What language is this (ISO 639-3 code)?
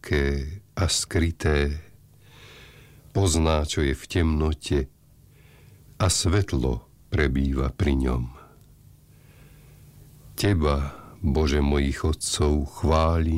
slk